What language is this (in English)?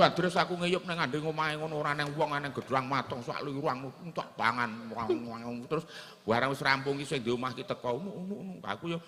Javanese